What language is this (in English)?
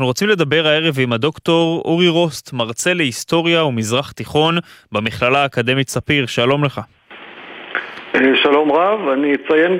Hebrew